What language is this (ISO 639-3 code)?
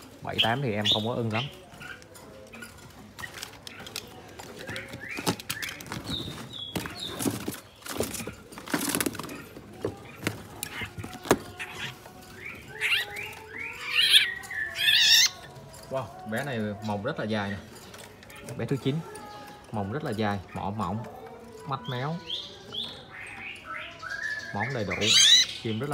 vie